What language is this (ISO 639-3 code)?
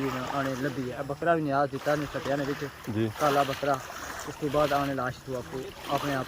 phr